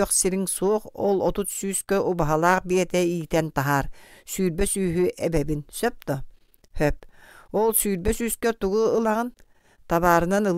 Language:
Yakut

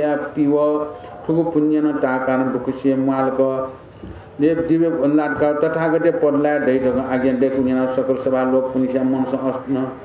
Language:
Newari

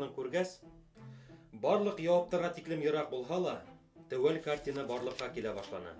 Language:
Bashkir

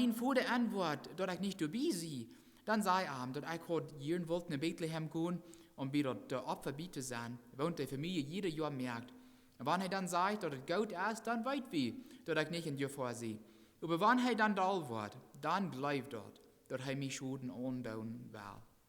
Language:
Plautdietsch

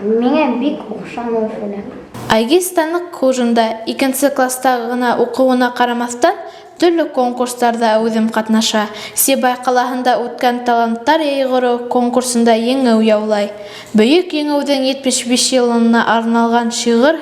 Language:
Bashkir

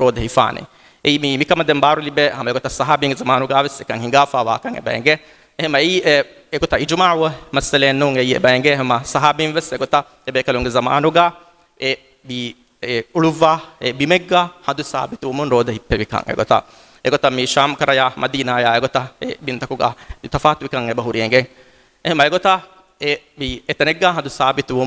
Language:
Divehi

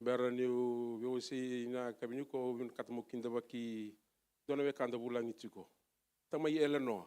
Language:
Fijian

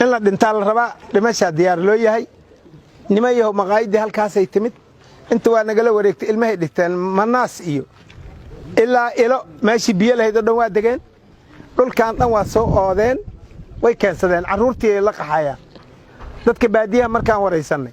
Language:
Somali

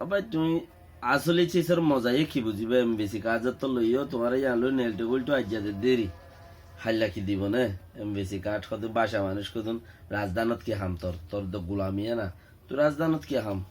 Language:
Rohingya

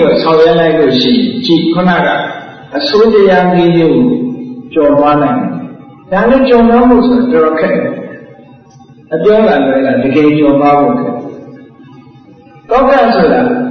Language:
Burmese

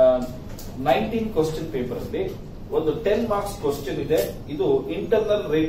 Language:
Kannada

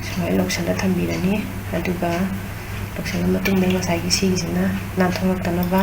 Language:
Manipuri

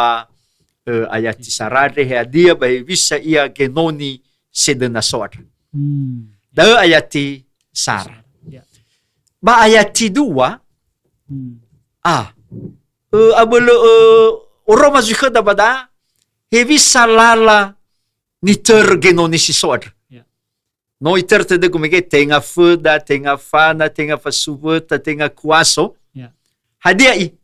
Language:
Nias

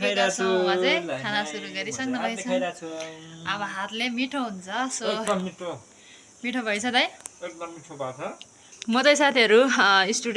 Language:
Nepali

